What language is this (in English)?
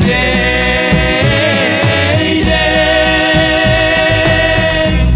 Batak Simalungun